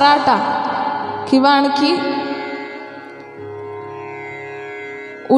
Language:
Marathi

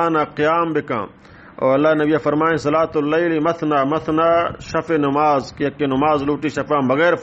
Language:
Baluchi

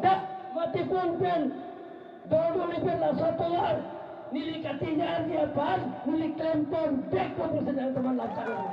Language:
Karbi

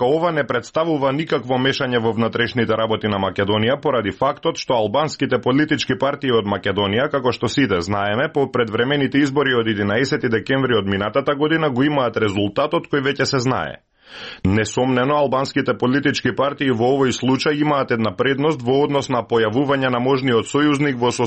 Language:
Macedonian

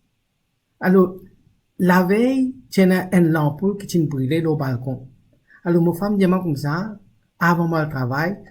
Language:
Morisyen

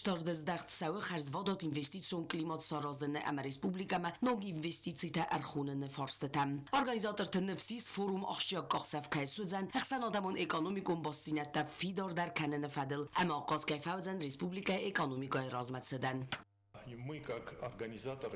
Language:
Ossetic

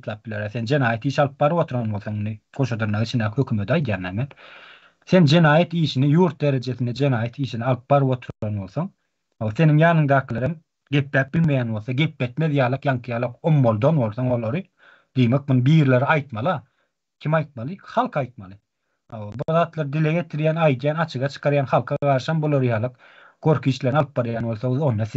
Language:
Turkmen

